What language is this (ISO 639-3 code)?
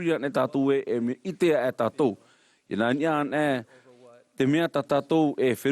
tah